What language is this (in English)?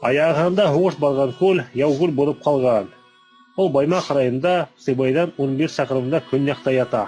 Bashkir